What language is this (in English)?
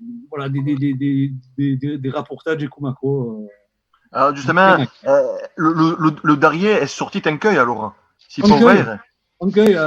Occitan